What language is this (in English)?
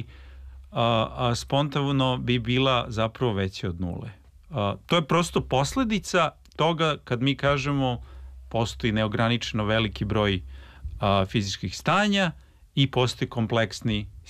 Serbian